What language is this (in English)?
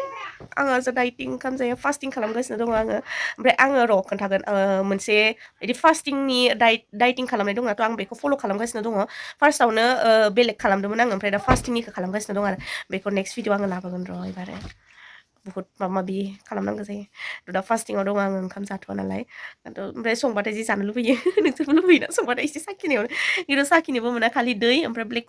Bodo